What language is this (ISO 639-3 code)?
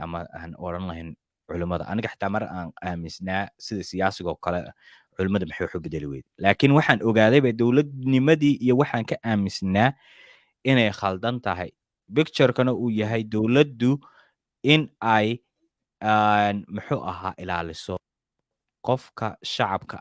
som